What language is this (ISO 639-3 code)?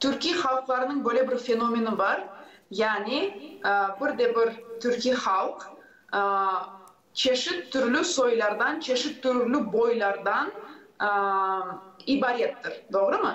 gag